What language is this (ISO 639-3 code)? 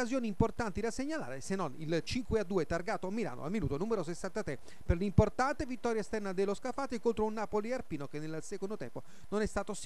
ita